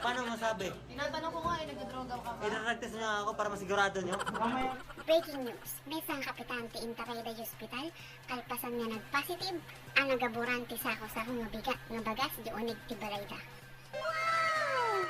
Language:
Iloko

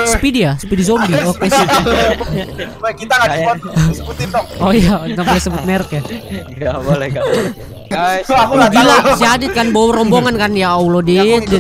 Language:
Indonesian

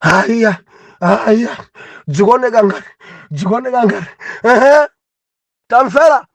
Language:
Nyanja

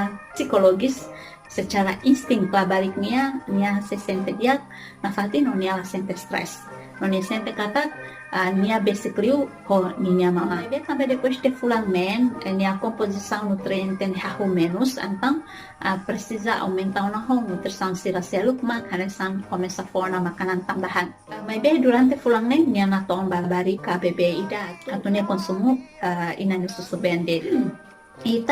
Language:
Tetum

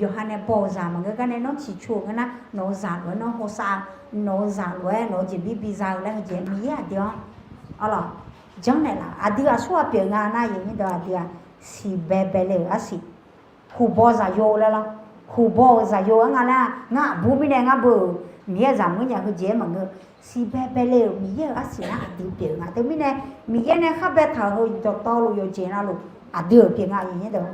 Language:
Akha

